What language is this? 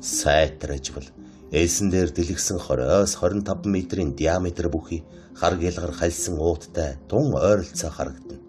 Mongolian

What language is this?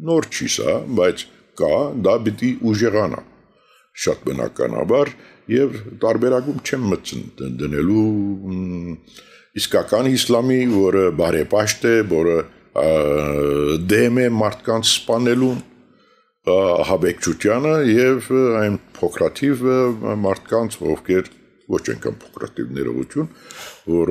Armenian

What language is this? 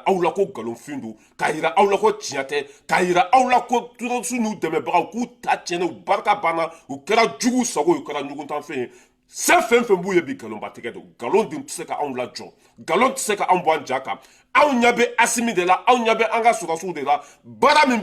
Bambara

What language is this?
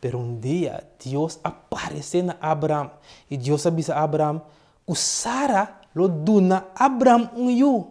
Papiamento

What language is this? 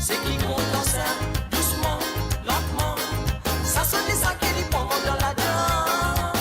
Morisyen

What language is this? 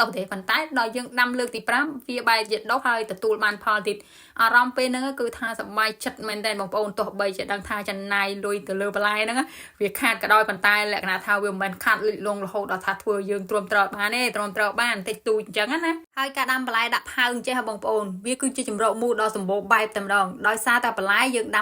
Khmer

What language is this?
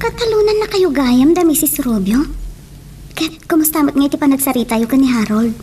Iloko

